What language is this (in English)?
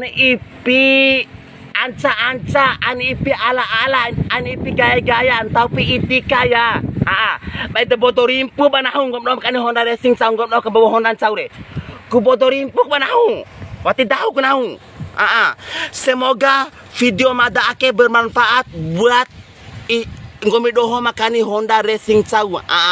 Bima